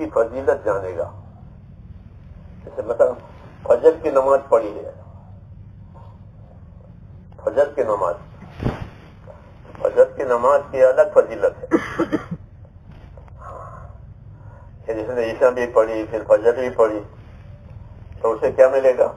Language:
Urdu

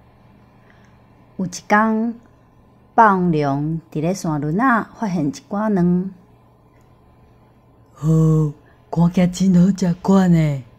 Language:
Min Nan Chinese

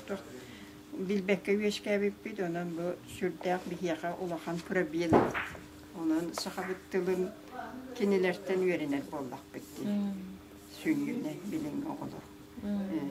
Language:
Yakut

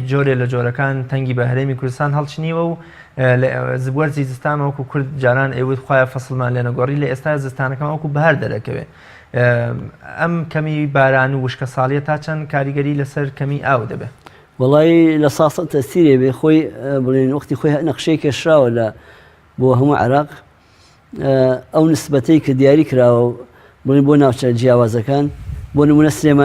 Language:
Central Kurdish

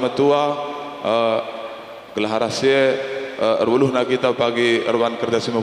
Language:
Batak Karo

